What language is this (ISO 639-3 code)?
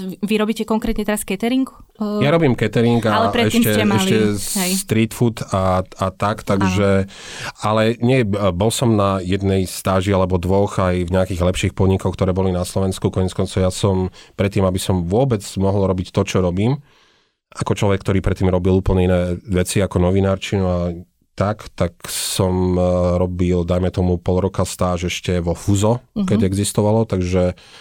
slk